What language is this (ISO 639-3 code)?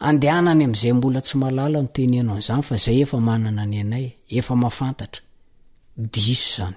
mlg